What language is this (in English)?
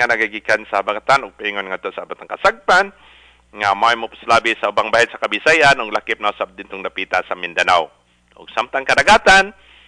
Cebuano